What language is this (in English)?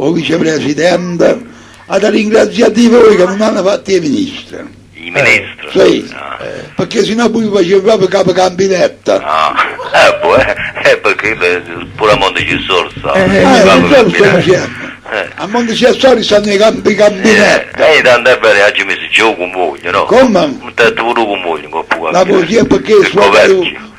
Neapolitan